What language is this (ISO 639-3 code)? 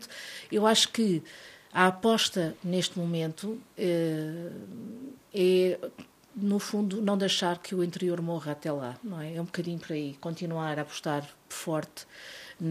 por